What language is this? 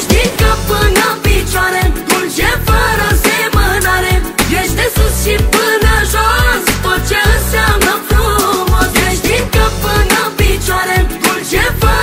Romanian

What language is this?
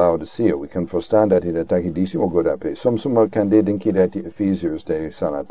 Sranan Tongo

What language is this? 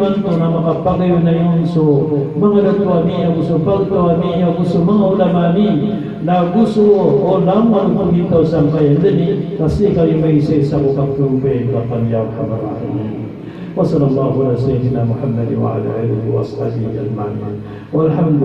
Maranao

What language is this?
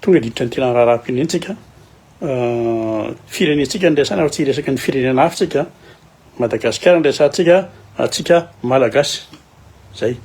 Malagasy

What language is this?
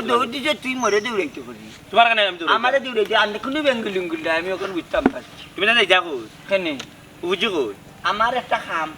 Sylheti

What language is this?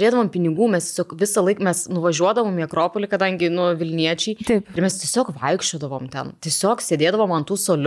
Lithuanian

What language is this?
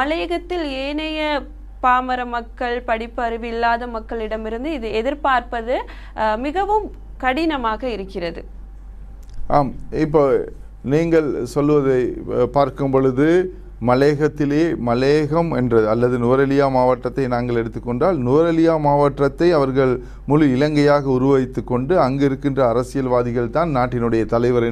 Tamil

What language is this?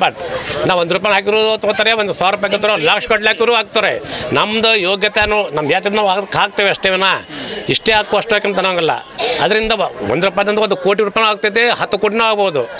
Kannada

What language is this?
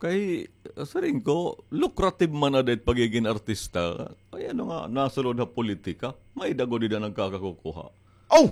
Waray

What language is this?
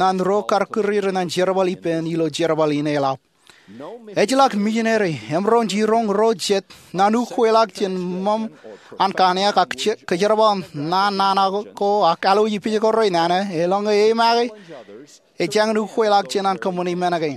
Marshallese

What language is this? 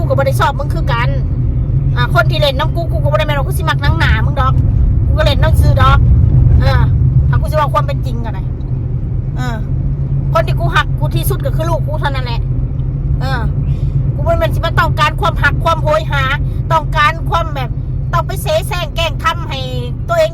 Northeastern Thai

